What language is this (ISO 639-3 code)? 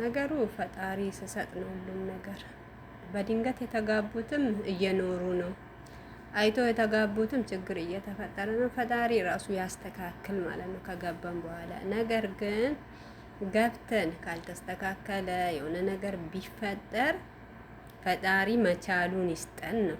amh